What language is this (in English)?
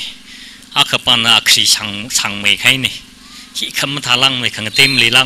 Tangkhul Naga (India)